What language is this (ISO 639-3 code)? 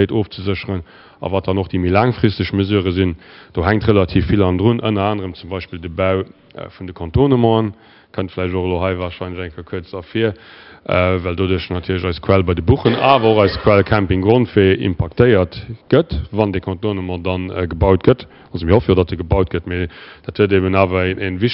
ltz